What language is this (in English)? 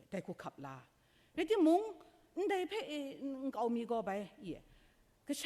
Kachin